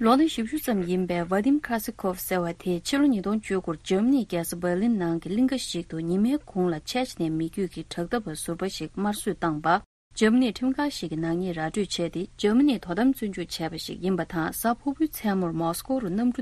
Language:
Tibetan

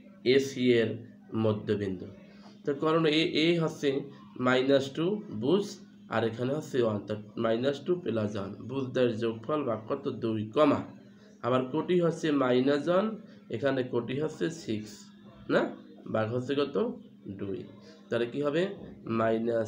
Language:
Bangla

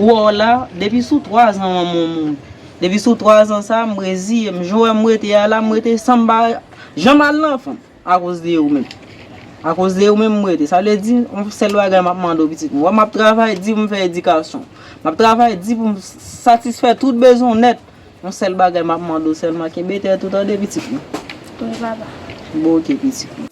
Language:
Haitian Creole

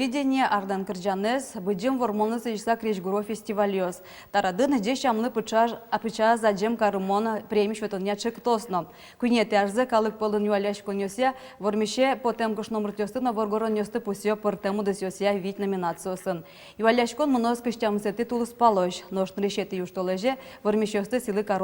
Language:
Udmurt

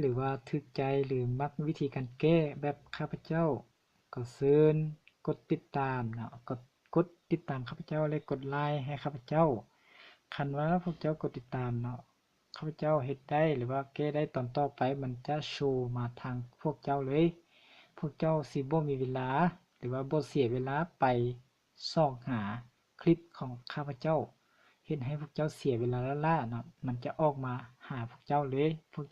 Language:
Lao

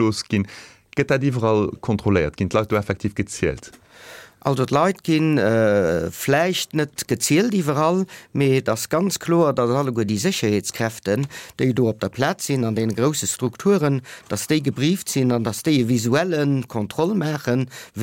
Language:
Luxembourgish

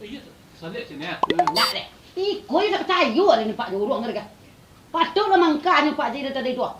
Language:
Minangkabau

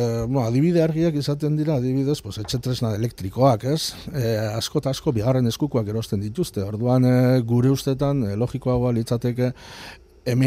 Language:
Basque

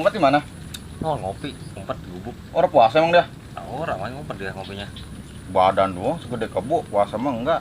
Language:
Betawi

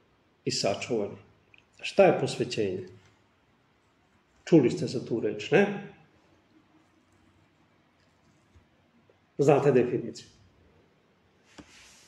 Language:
Serbian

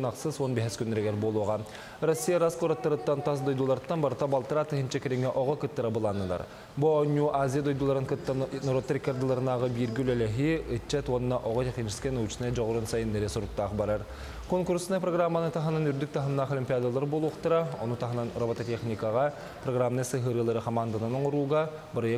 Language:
Yakut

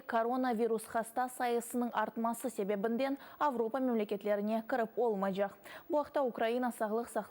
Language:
Crimean Tatar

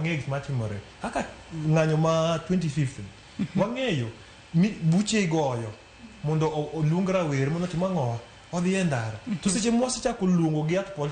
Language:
Luo (Kenya and Tanzania)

